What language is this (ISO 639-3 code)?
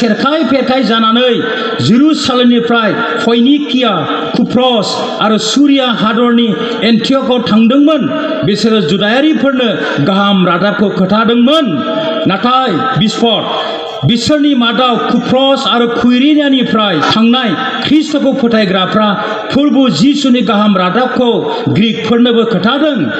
brx